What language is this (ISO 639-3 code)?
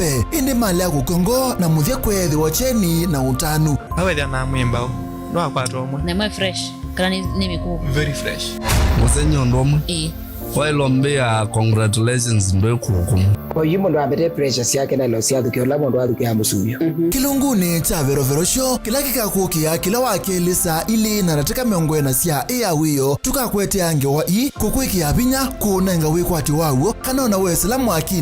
kam